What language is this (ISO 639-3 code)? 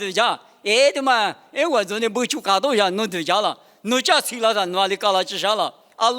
lis